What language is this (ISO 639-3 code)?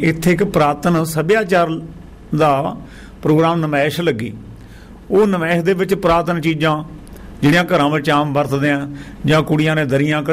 pan